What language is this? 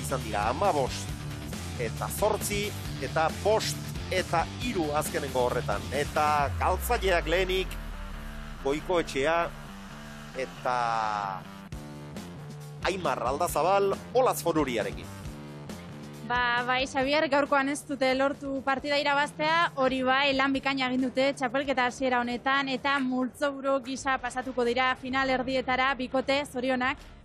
Basque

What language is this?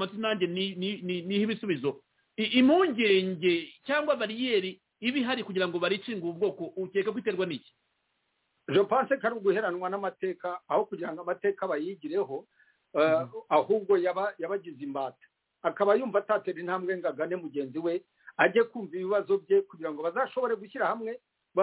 Kinyarwanda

